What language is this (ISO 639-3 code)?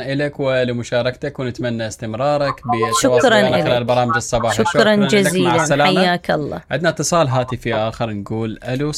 acm